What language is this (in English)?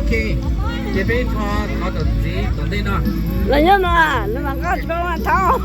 Hmong